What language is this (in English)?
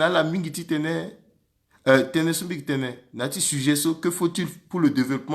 Sango